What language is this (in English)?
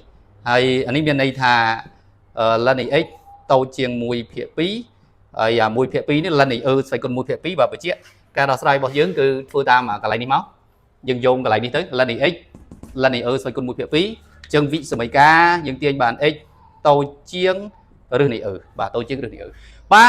Khmer